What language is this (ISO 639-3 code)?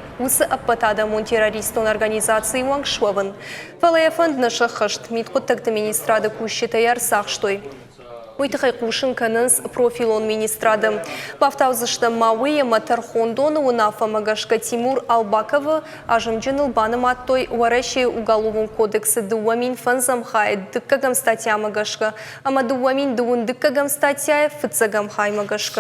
oss